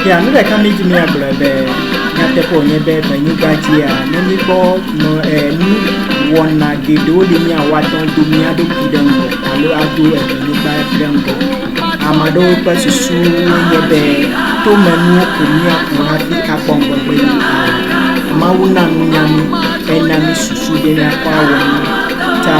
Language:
Ewe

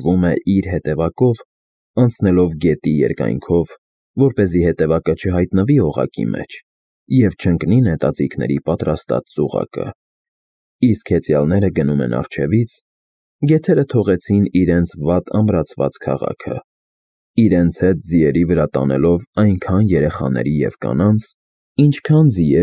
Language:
Armenian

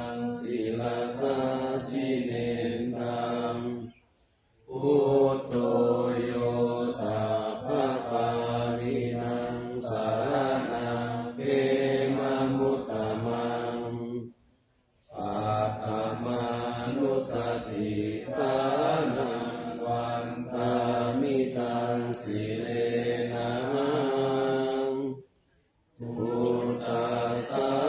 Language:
Pali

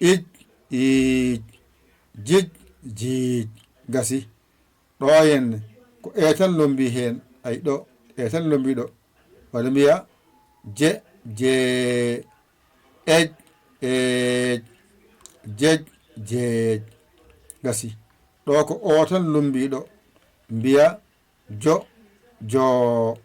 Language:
Fula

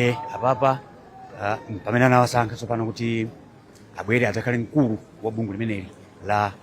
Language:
Nyanja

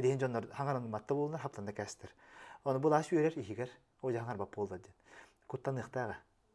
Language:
Yakut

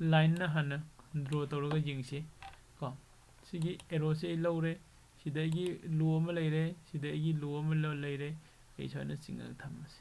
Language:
Manipuri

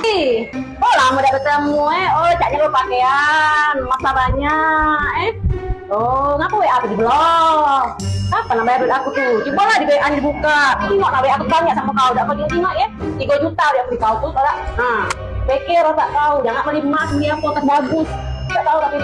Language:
Musi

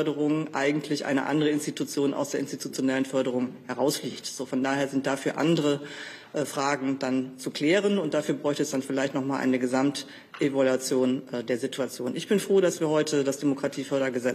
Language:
German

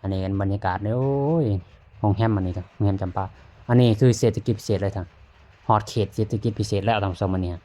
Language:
Lao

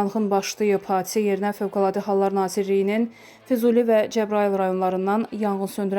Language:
Azerbaijani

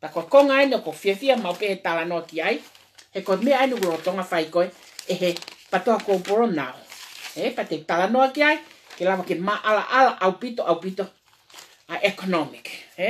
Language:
Tongan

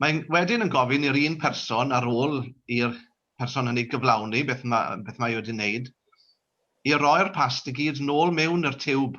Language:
Welsh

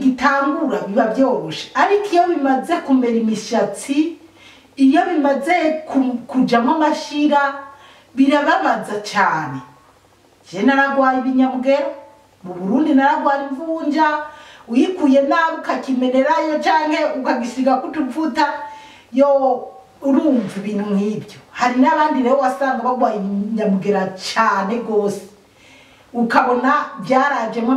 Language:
Rundi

